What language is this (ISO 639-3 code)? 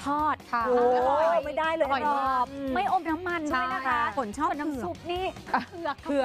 tha